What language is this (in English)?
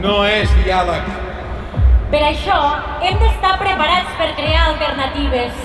Occitan